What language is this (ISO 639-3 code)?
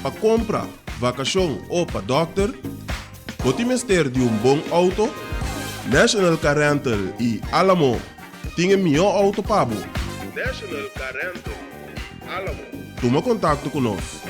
pap